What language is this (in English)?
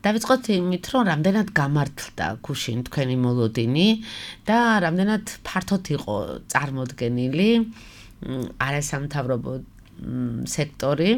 Georgian